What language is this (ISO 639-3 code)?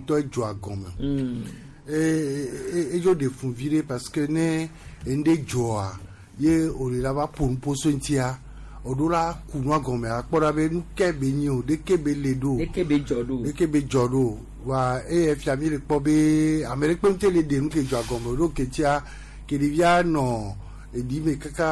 gej